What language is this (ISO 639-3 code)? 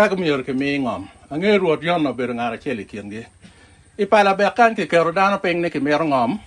ach